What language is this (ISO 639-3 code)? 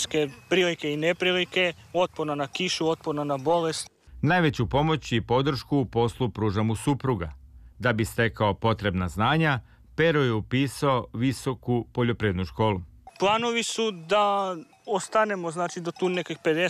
srp